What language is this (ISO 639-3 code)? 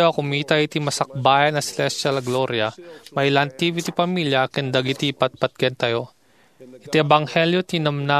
ilo